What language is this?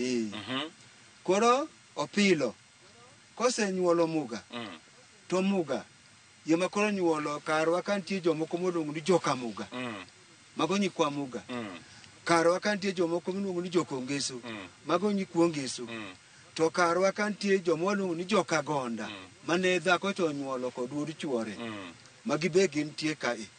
Luo (Kenya and Tanzania)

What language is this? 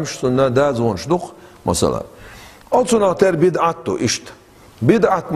Chechen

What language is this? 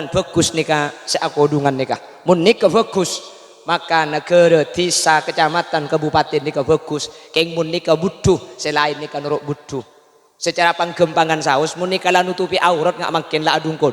Madurese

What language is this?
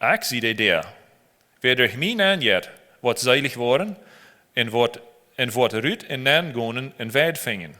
Plautdietsch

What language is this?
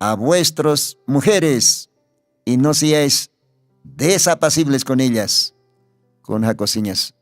Aymara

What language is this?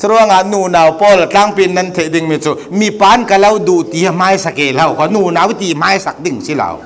Falam Chin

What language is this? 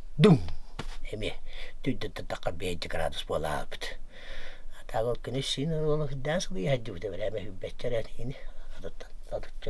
Yakut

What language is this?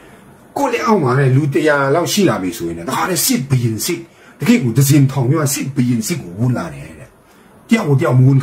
Burmese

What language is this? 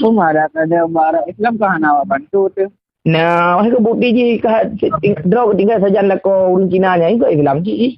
Achinese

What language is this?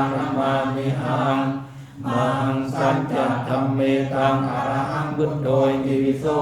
Pali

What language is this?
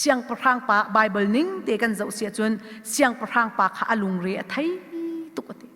Hakha Chin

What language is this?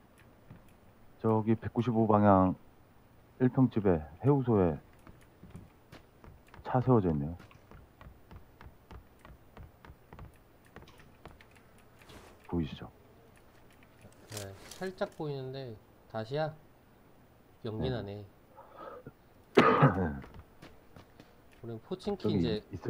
Korean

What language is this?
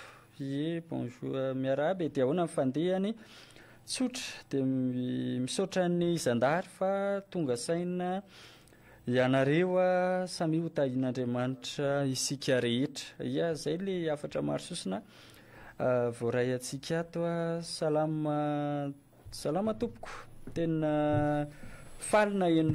Malagasy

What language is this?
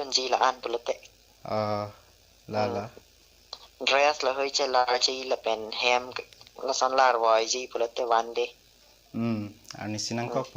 Karbi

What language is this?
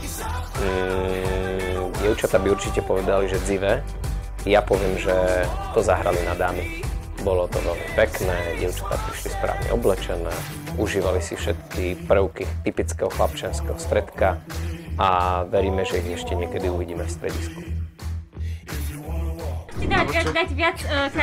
Slovak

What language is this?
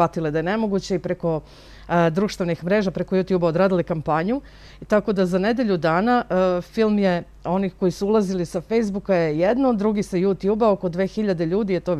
Serbian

